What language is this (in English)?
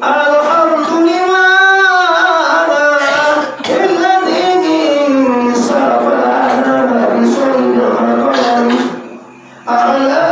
Minangkabau